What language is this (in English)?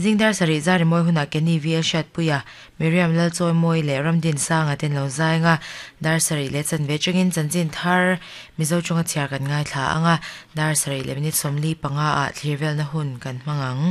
Mizo